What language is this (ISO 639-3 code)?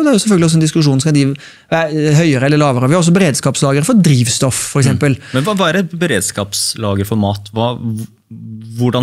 nor